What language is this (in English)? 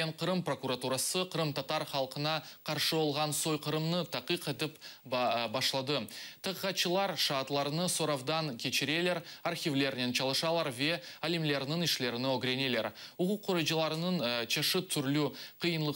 Crimean Tatar